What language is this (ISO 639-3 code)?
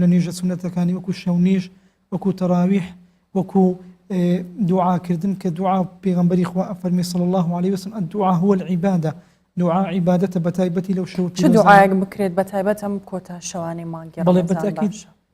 ckb